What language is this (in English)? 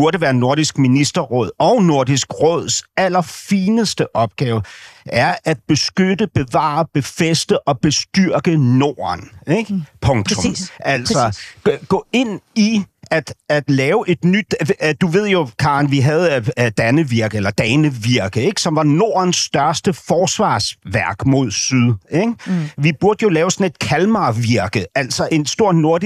Danish